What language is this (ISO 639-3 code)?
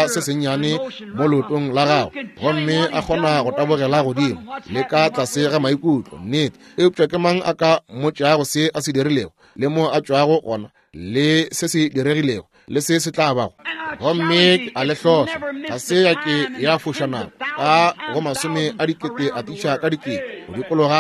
nso